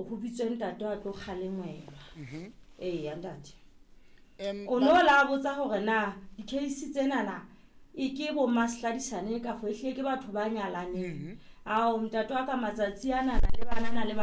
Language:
Southern Sotho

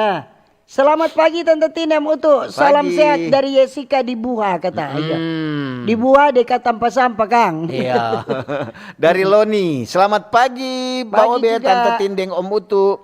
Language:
Manado Malay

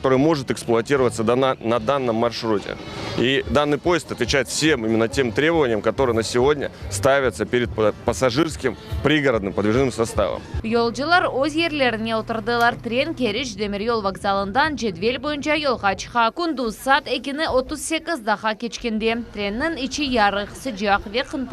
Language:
Crimean Tatar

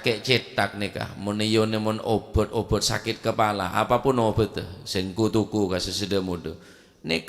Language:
Madurese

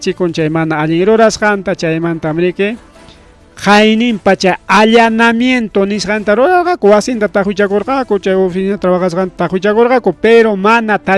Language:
Ayacucho Quechua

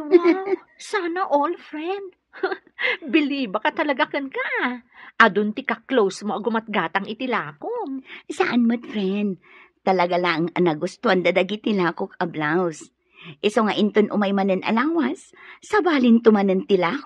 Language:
Iloko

